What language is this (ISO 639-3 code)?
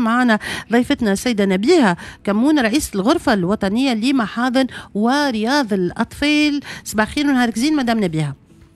aeb